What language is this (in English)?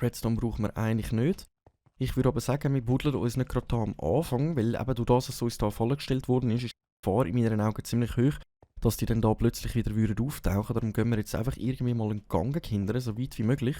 Swiss German